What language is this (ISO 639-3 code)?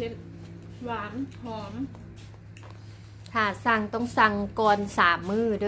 lao